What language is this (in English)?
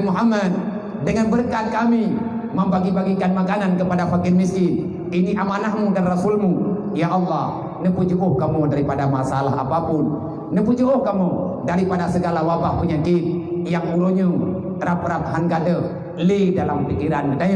Achinese